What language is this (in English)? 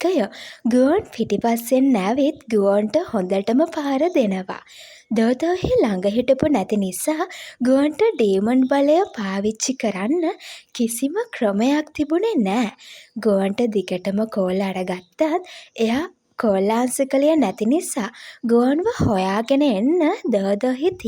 Sinhala